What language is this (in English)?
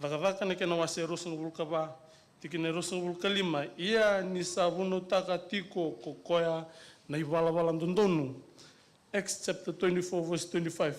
Fijian